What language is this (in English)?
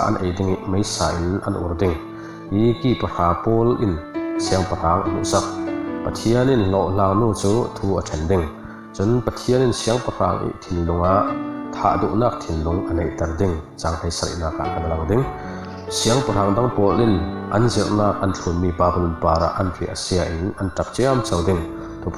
Falam Chin